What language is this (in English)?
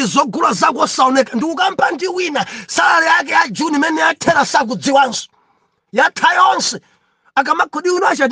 Nyanja